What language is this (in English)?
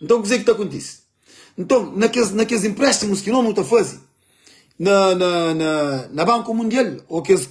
Kabuverdianu